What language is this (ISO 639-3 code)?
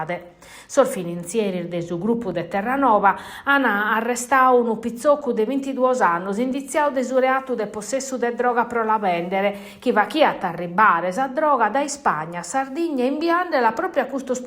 srd